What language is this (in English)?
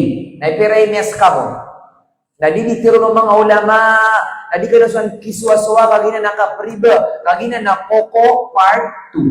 Maranao